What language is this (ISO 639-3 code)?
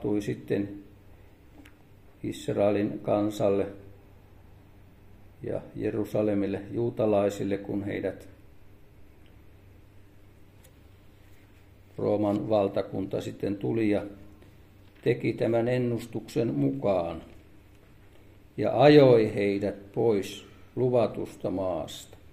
fin